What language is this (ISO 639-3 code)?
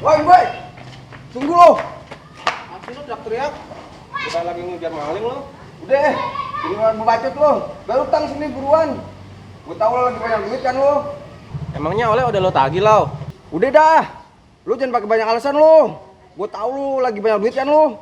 bew